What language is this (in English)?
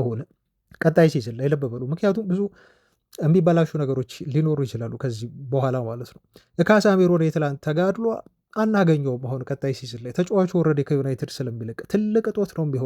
Amharic